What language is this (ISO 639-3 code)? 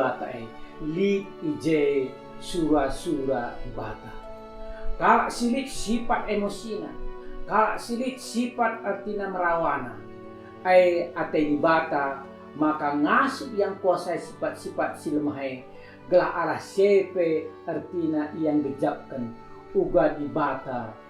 btx